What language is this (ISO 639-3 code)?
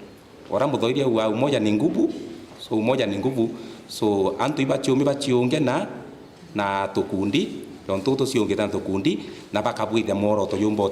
mer